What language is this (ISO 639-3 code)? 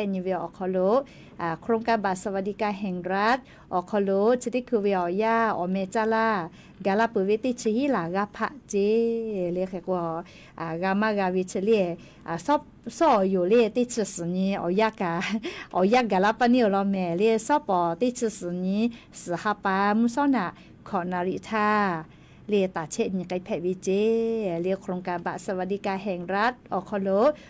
lhu